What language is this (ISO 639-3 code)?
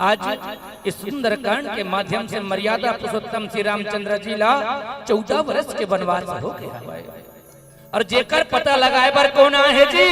hne